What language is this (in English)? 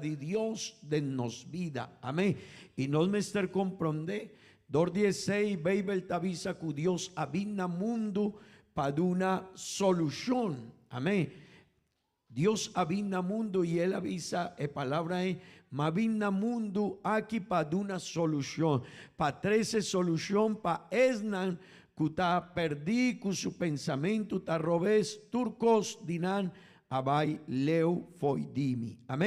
Papiamento